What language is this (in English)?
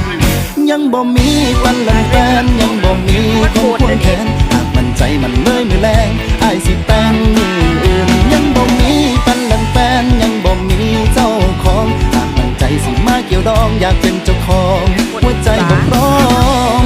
Lao